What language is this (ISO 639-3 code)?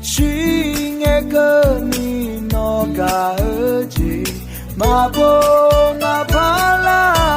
ahk